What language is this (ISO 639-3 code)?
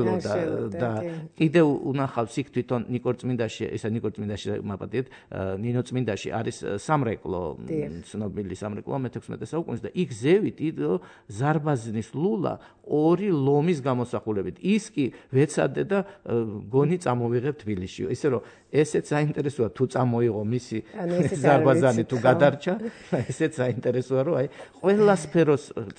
kat